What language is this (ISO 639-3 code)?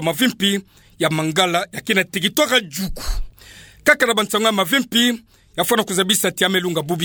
ktu